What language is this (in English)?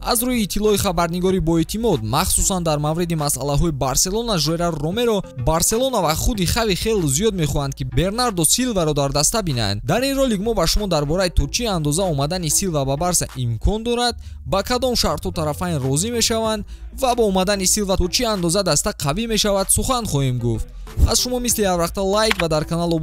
Tajik